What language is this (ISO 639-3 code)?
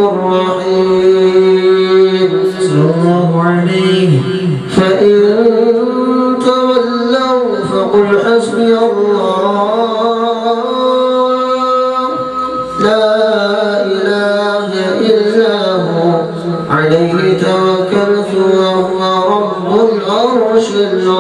ara